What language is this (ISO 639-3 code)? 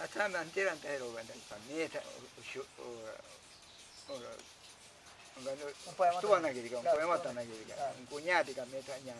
prq